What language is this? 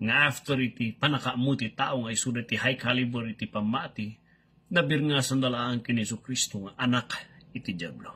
Iloko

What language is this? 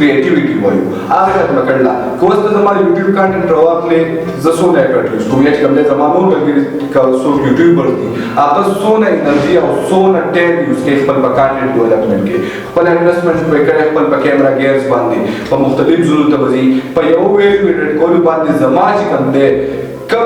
Pashto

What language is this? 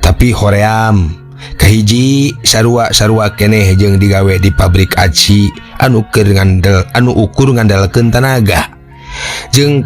Sundanese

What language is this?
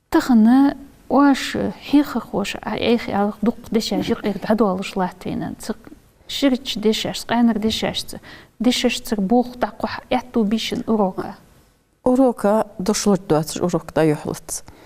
Ingush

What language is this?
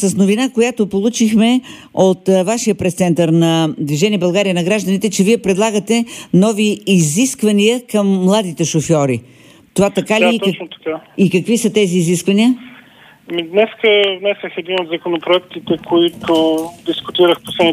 Bulgarian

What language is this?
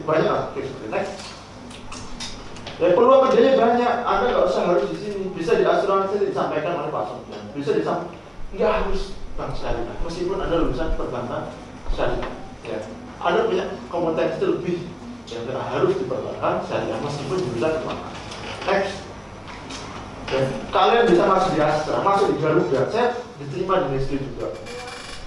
Indonesian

